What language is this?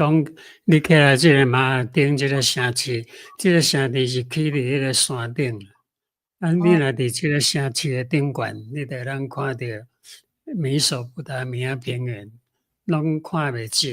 Min Nan Chinese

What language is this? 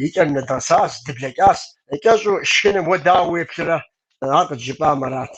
Kabardian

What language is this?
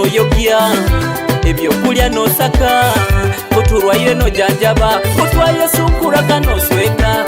Nyoro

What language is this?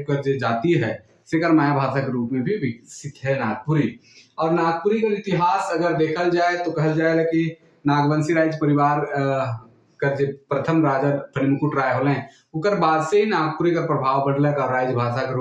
Sadri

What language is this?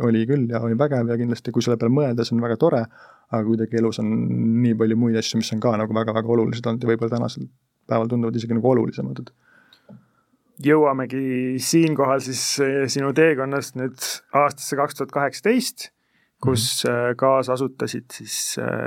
Estonian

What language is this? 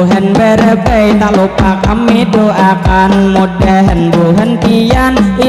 Banjar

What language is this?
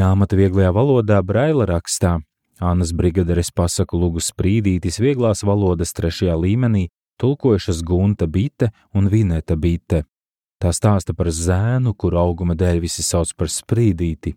Latvian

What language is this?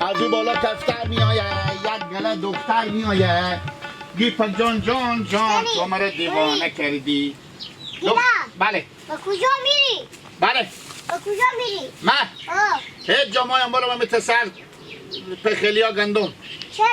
Hazaragi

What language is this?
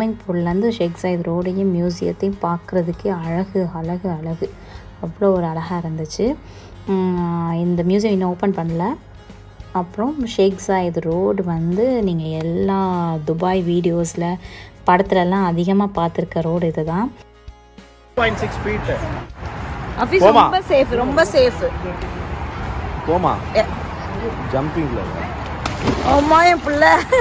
Tamil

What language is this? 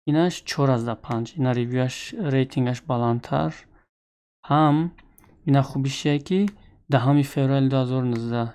Tajik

